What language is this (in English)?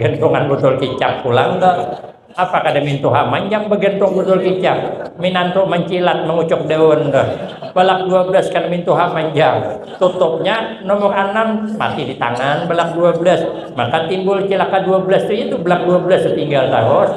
Banjar